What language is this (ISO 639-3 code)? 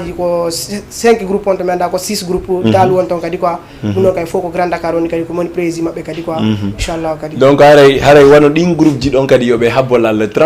ful